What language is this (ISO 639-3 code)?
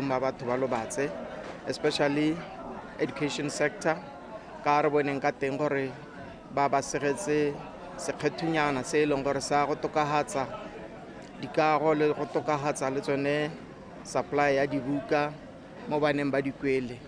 tsn